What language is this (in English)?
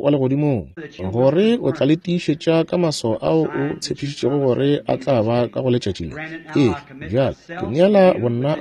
Northern Sotho